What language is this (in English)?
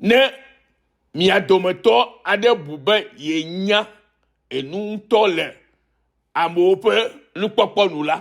Ewe